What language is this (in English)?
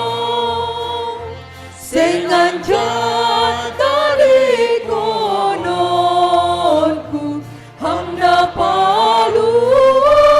Batak Simalungun